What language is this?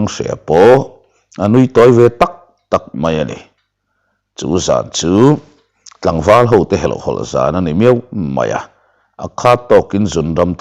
Mizo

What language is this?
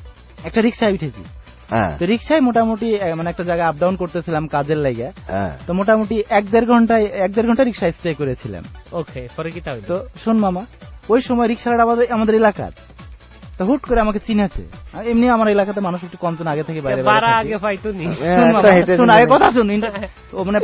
Bangla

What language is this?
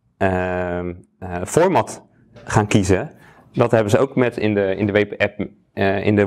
Dutch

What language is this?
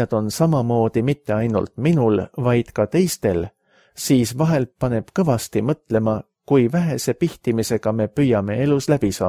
Estonian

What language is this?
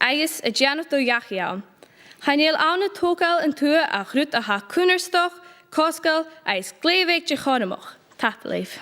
Scottish Gaelic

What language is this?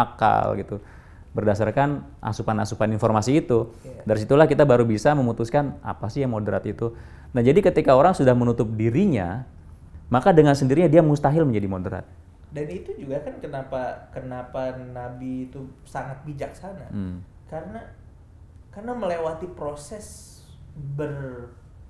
Indonesian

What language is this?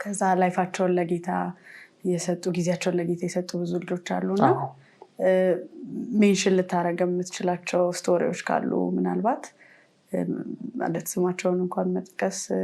Amharic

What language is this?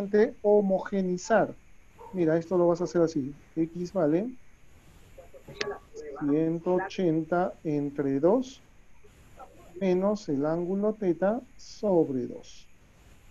Spanish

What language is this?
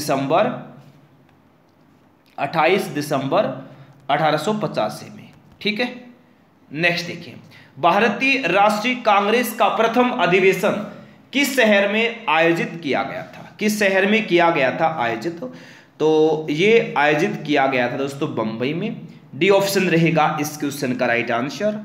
Hindi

